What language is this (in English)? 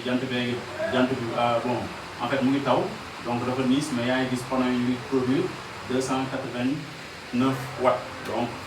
Wolof